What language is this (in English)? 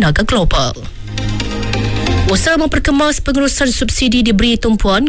Malay